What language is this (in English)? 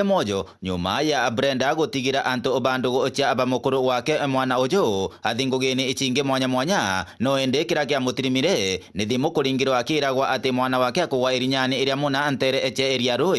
Meru